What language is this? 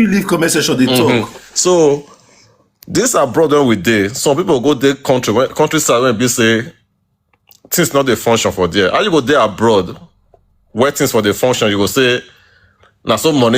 Nigerian Pidgin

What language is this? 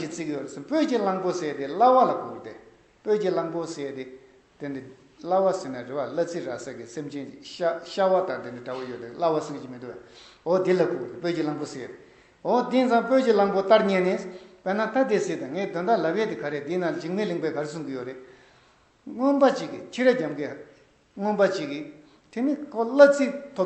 Tibetan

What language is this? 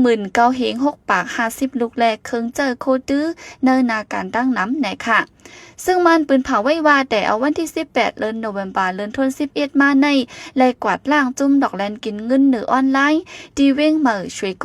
Shan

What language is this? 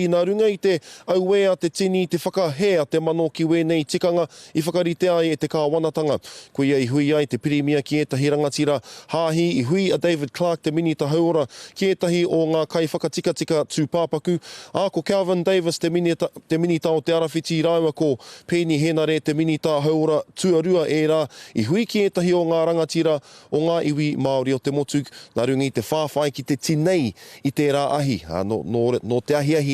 Māori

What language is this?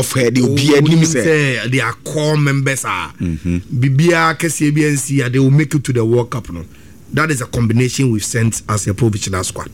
Akan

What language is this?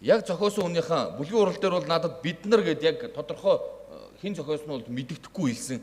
Mongolian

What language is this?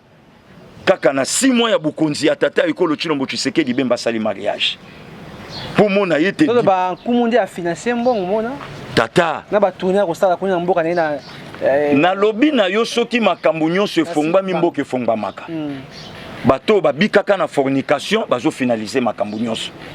Lingala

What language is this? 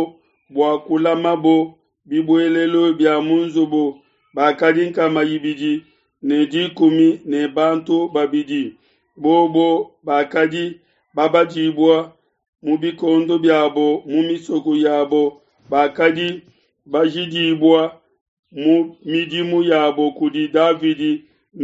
Luba-Lulua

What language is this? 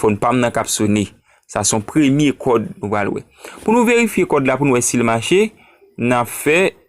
Haitian Creole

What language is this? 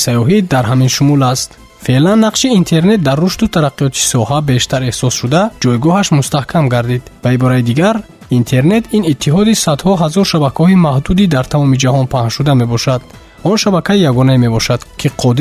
Tajik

